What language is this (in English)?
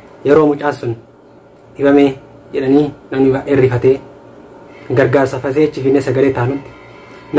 Oromo